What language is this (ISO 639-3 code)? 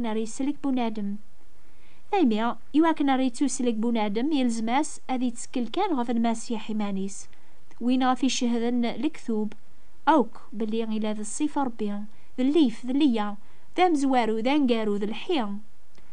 kab